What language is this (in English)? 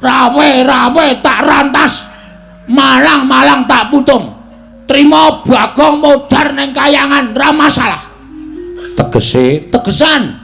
Javanese